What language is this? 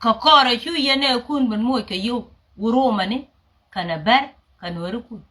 Nuer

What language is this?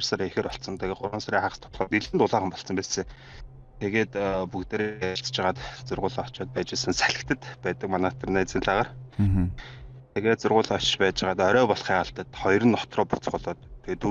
Mongolian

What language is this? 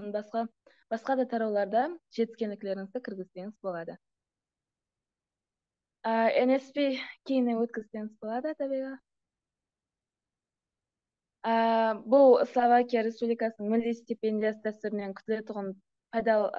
Kara-Kalpak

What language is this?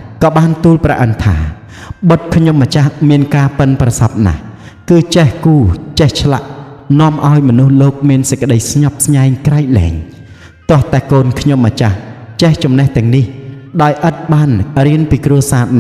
Khmer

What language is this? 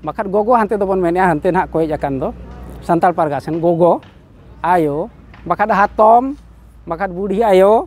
Santali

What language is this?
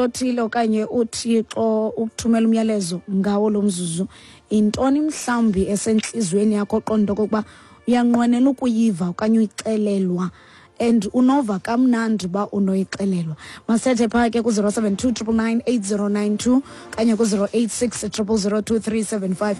Xhosa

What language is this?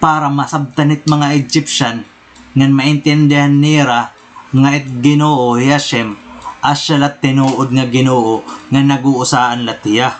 Waray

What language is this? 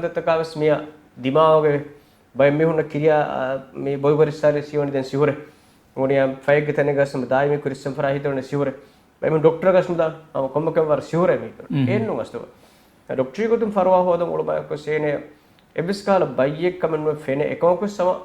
Divehi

